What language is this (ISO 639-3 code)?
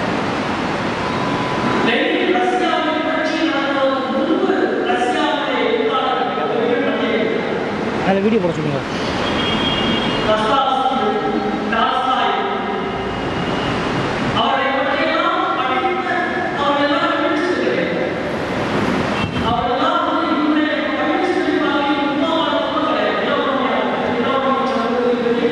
tam